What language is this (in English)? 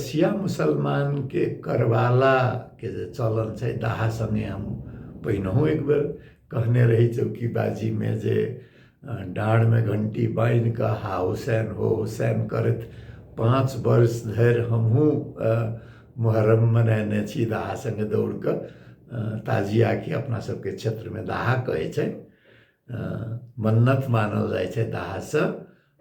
Maithili